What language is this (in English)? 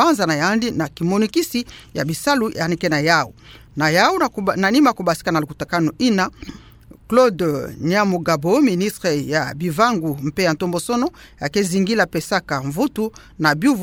Kituba (Democratic Republic of Congo)